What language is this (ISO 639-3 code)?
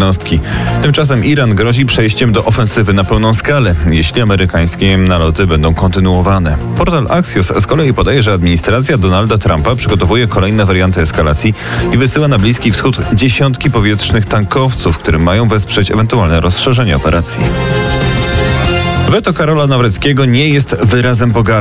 pol